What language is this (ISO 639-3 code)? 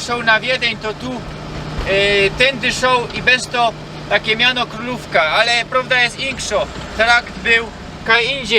szl